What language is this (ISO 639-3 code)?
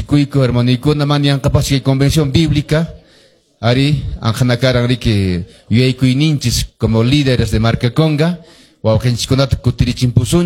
que